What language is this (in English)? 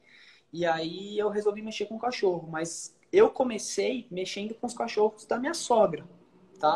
Portuguese